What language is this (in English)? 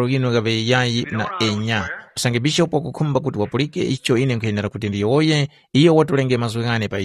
Tumbuka